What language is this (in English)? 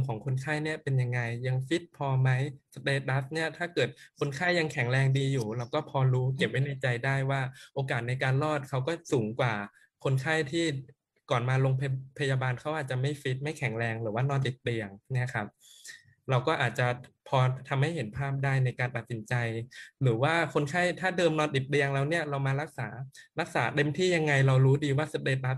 Thai